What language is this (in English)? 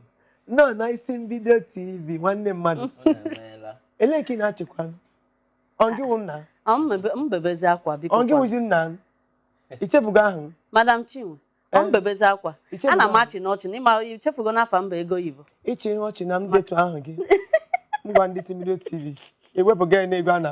Igbo